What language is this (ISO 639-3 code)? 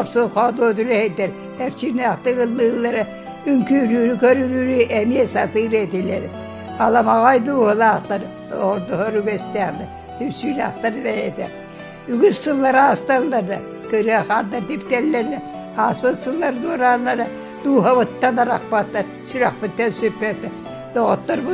sah